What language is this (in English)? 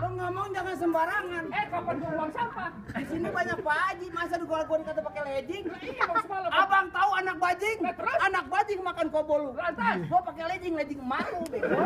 Betawi